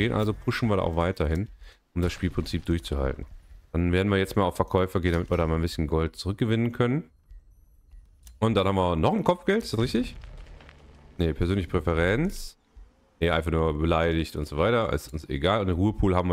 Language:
German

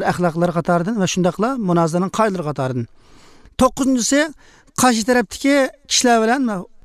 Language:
Uyghur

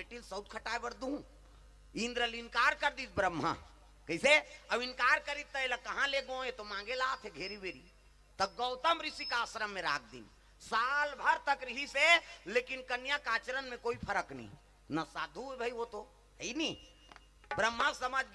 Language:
Chhattisgarhi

